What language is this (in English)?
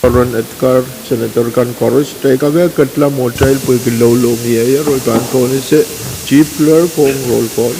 Pohnpeian